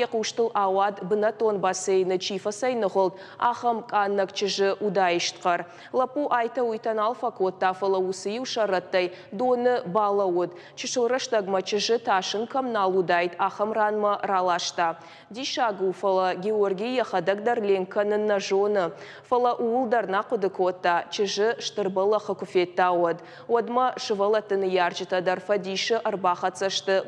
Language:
Ossetic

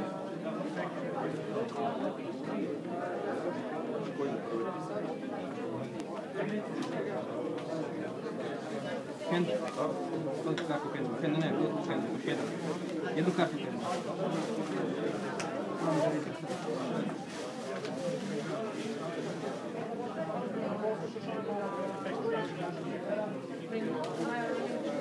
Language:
Croatian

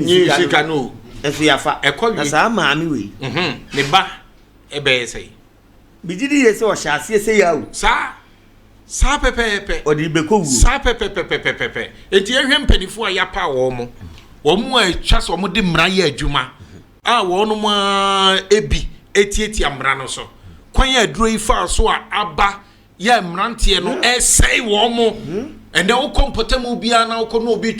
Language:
Akan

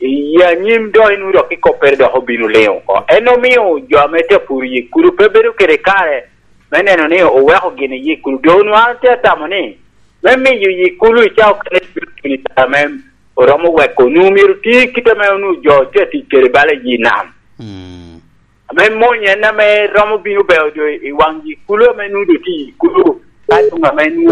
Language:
Lango (Uganda)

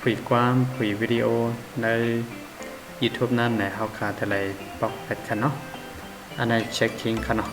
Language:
Shan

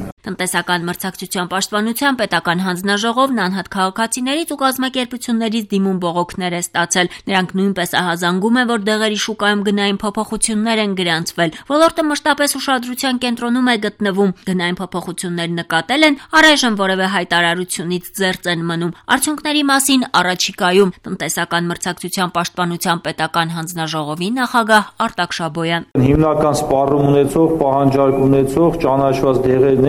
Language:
Armenian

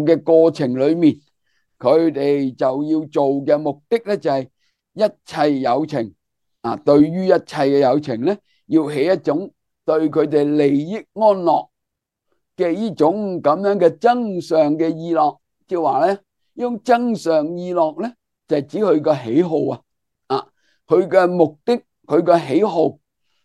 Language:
Cantonese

